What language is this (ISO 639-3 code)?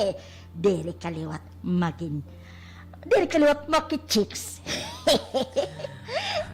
war